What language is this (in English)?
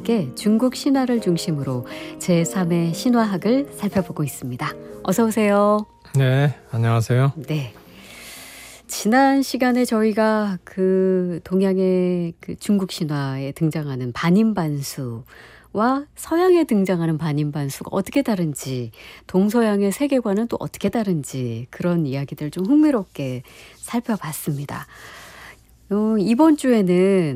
Korean